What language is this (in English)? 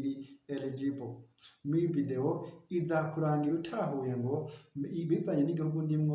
Rundi